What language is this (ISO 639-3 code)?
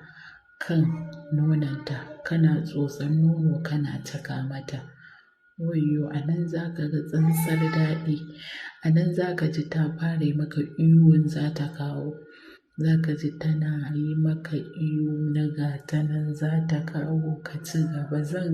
hau